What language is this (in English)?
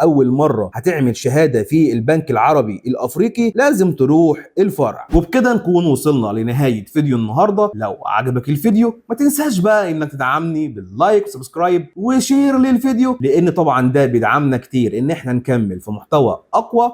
Egyptian Arabic